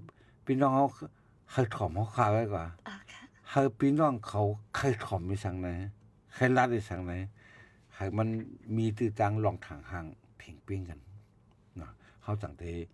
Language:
Shan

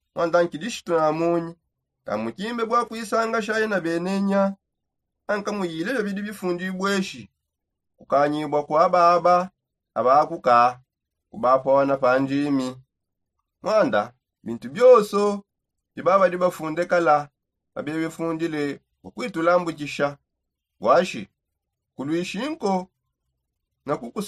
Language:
Songe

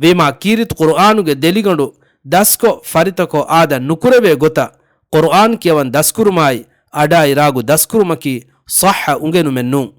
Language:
Divehi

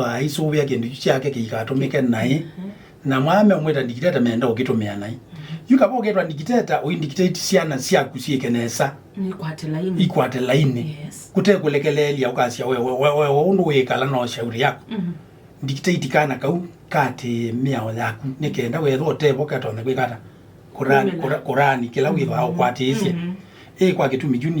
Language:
Kamba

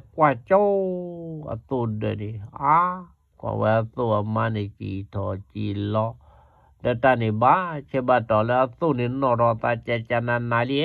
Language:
S'gaw Karen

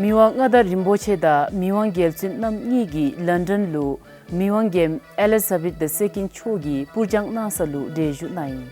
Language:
Dzongkha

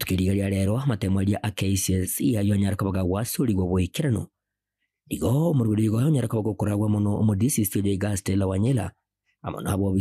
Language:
Gusii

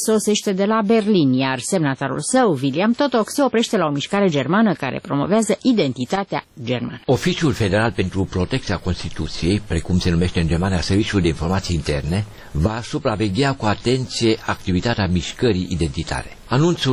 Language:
Romanian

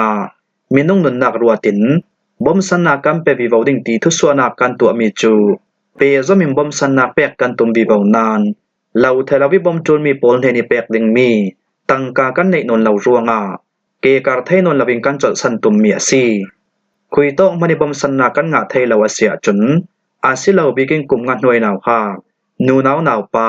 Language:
Falam Chin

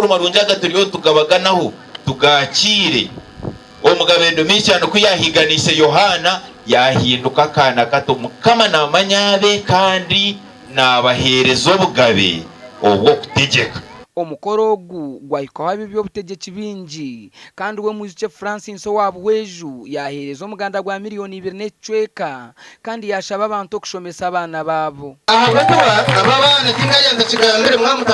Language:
Nyankole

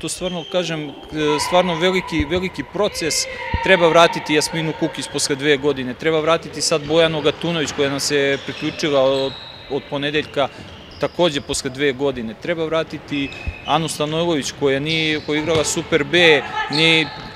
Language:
Serbian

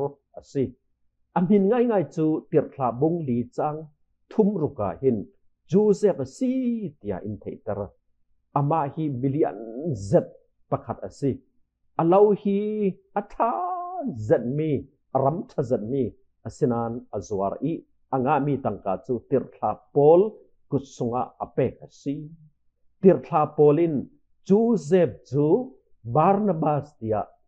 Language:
Falam Chin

